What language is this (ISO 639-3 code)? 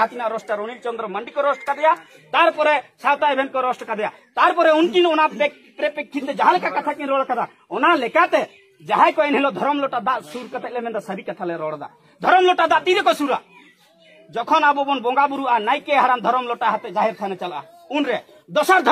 sat